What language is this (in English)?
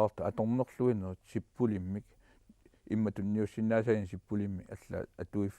Kalaallisut